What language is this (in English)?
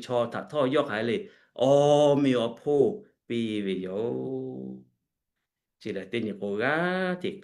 Lahu